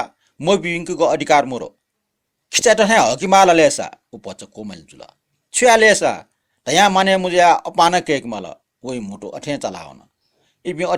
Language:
Newari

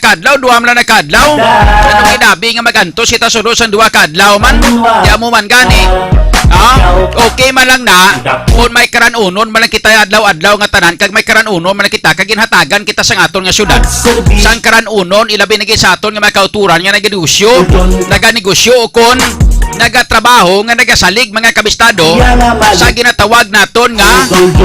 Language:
Hiligaynon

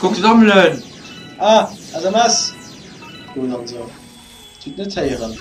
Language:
Luxembourgish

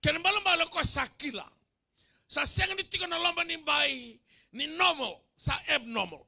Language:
Fijian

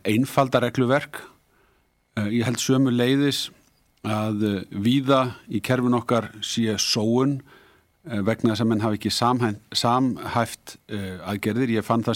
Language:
Icelandic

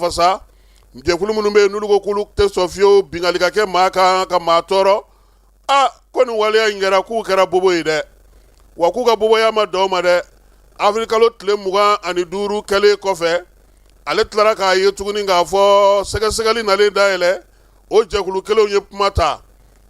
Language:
Bambara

